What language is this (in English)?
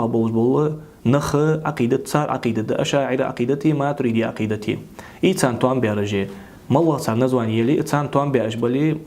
Ingush